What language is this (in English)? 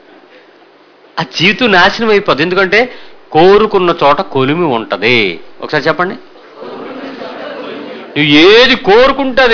Telugu